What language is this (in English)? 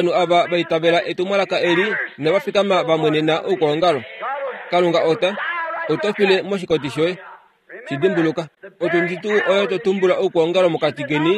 Kuanyama